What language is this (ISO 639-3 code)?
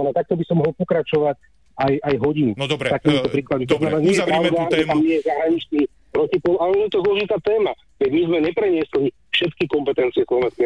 slk